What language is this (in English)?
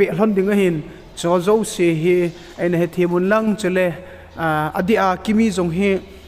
Thado Chin